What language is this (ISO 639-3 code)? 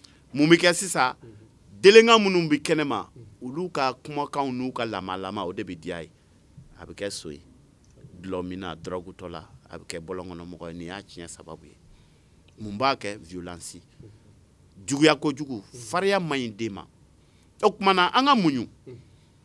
bam